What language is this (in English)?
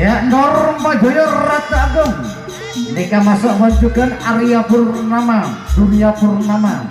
Madurese